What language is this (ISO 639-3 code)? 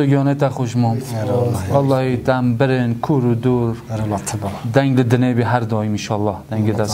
kur